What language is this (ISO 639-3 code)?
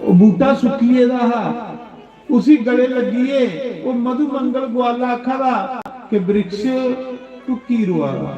doi